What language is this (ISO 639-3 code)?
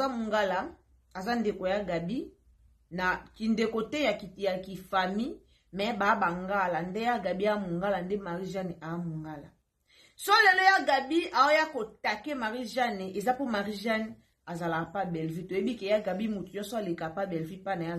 lin